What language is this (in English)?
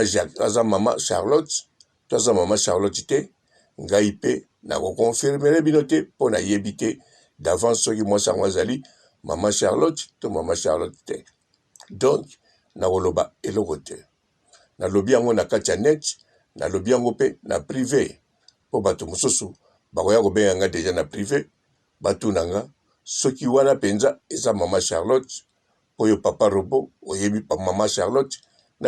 Lingala